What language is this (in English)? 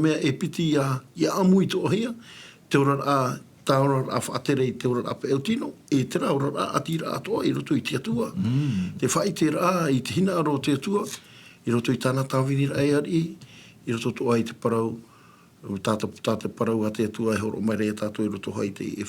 Tahitian